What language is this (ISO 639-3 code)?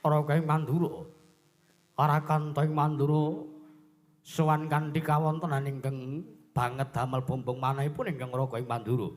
jav